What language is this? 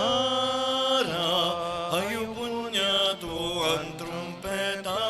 Bikol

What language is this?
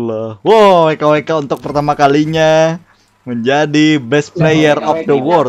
Banjar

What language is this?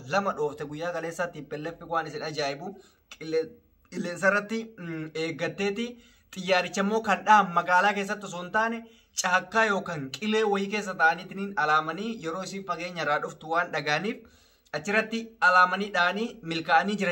Oromo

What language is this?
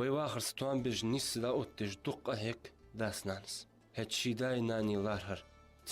Ingush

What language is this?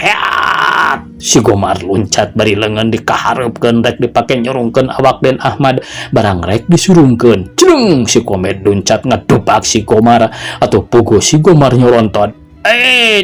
Sundanese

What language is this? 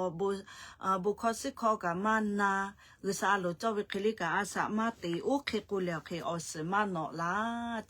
Lahu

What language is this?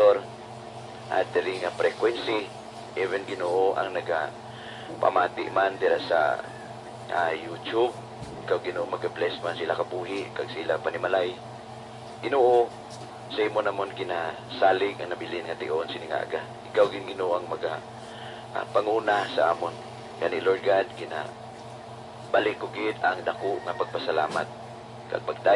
Hiligaynon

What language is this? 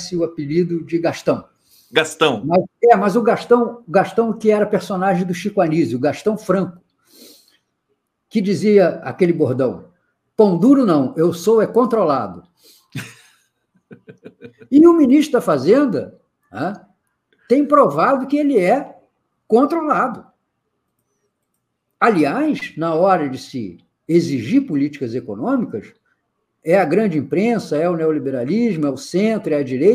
Portuguese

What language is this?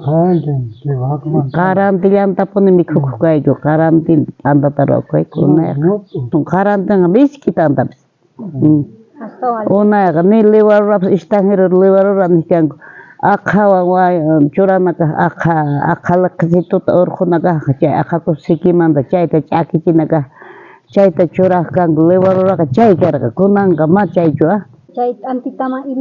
South Bolivian Quechua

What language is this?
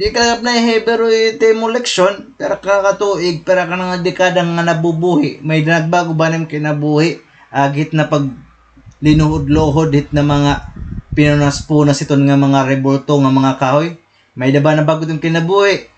Waray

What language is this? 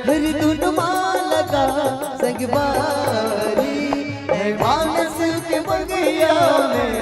Chhattisgarhi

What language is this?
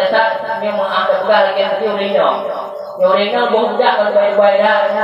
Achinese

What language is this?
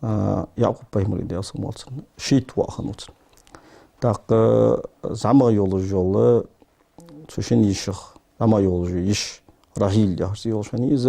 Ingush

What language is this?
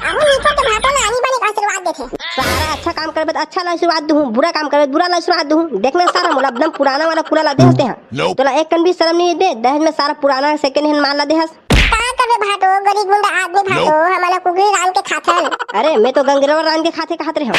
Chhattisgarhi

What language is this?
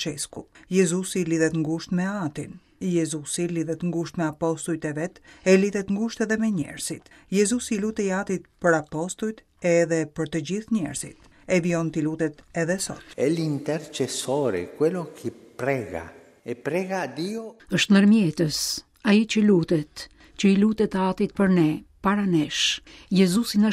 Albanian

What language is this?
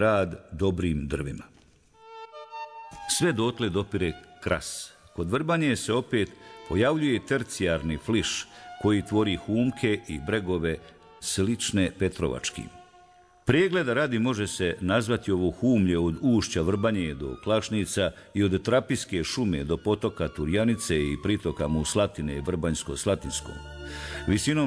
Bosnian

